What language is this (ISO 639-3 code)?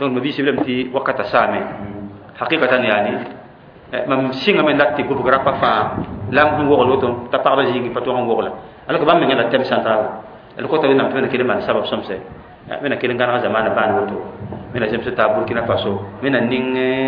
mos